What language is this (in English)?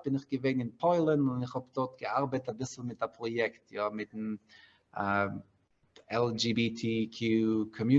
Yiddish